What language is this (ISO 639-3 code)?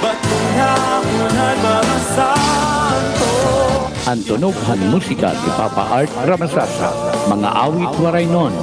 war